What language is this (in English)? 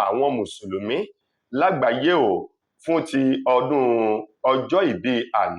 Yoruba